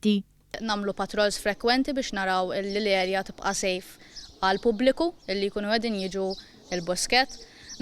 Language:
Maltese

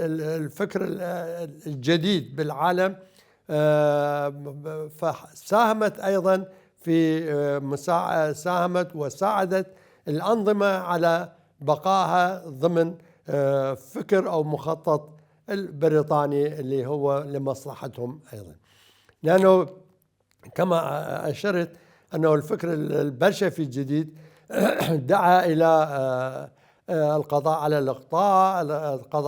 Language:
Mesopotamian Arabic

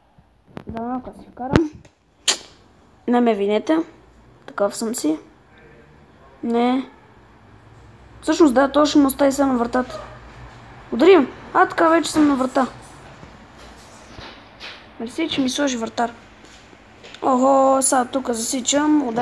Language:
Bulgarian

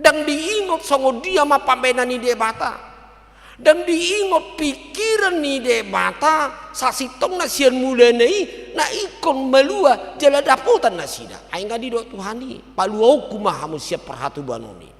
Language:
Batak Toba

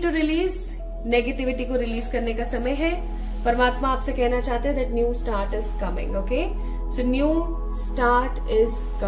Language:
Hindi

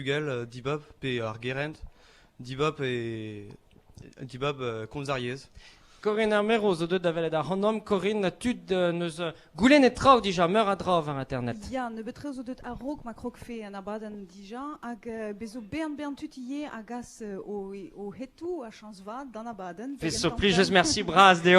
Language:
Breton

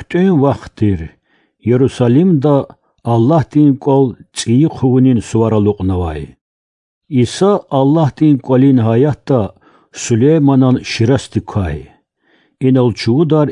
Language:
Lezghian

